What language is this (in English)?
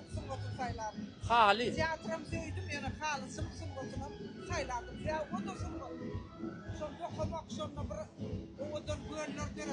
Turkmen